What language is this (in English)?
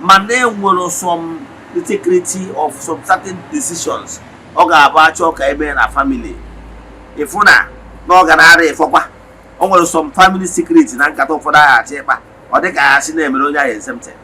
Igbo